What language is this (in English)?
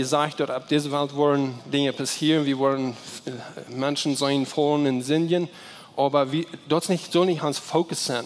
Plautdietsch